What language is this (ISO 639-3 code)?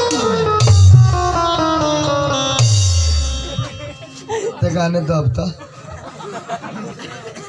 bho